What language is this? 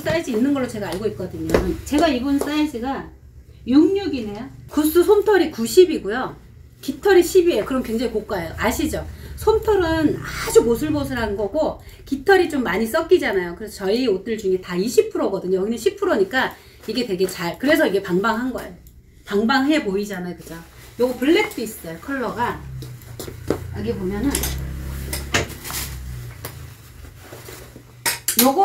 Korean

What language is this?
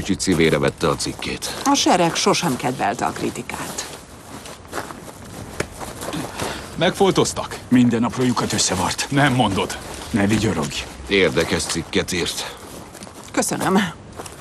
Hungarian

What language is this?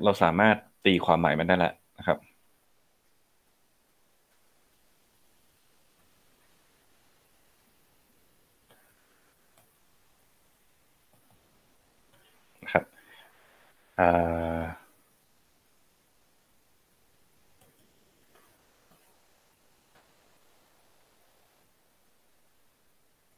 Thai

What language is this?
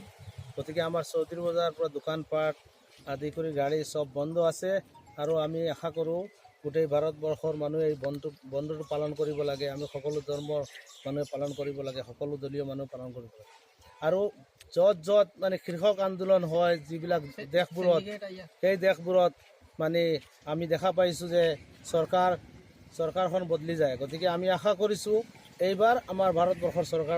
Assamese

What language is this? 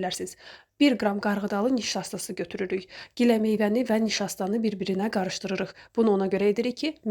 Azerbaijani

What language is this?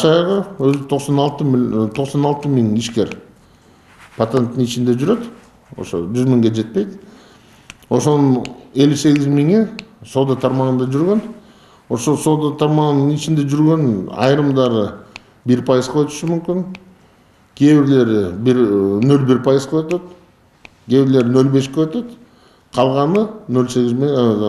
Kyrgyz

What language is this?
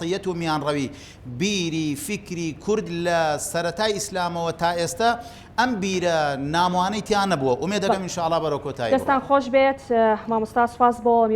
Central Kurdish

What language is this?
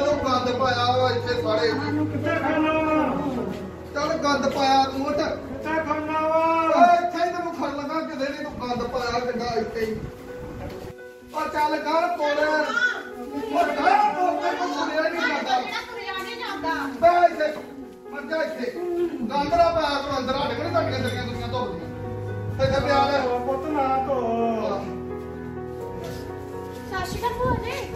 Punjabi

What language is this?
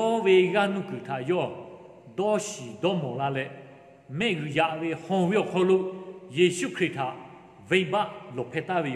Lahu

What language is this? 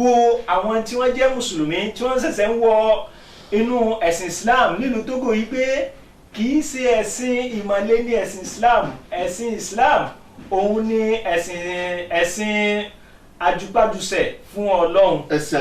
Yoruba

